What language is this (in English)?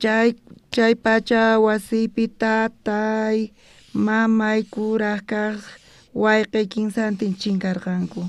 South Bolivian Quechua